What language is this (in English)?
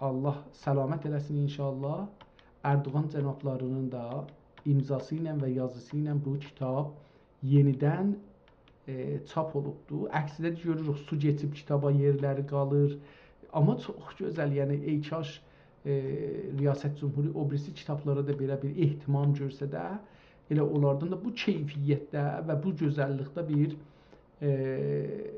South Azerbaijani